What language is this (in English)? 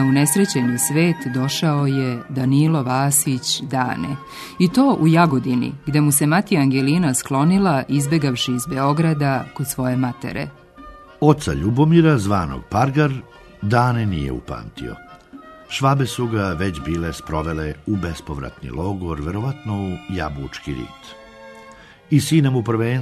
Serbian